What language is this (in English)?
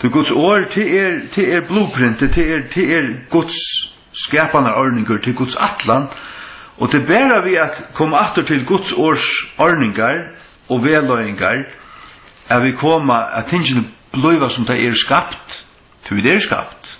Faroese